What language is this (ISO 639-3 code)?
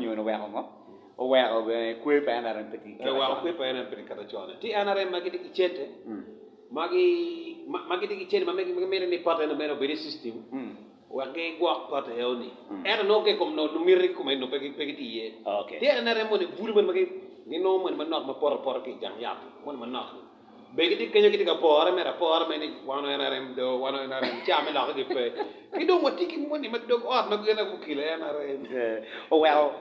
ach